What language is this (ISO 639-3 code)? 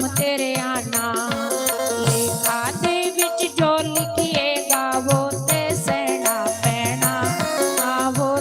doi